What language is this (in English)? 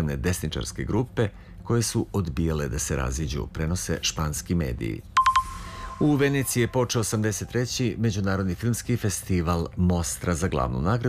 Serbian